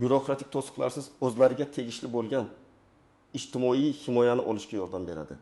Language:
Uzbek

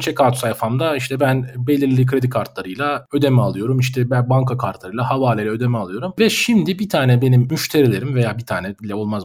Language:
Turkish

